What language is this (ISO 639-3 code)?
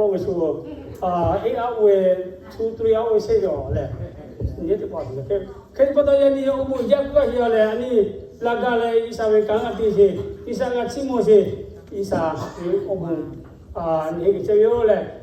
lhu